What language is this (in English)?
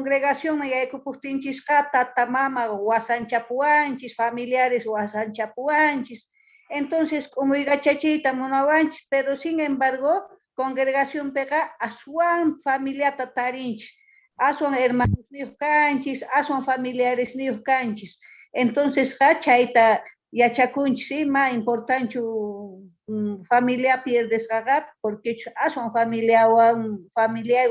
Quechua